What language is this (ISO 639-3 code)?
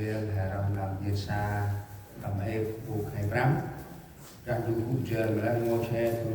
cmo